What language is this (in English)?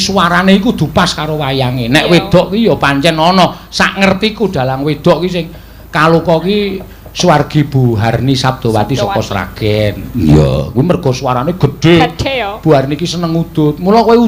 Javanese